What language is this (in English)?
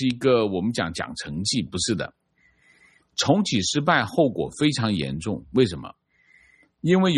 Chinese